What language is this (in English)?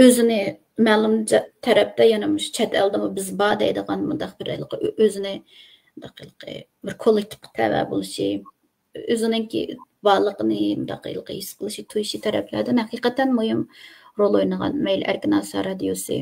Uyghur